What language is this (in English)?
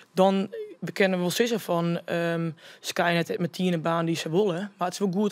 Western Frisian